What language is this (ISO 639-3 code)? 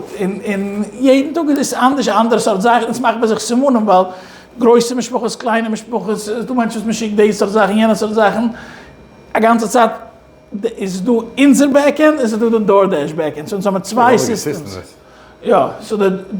yid